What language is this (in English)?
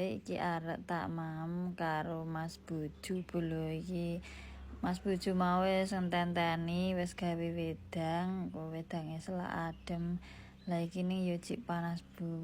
Javanese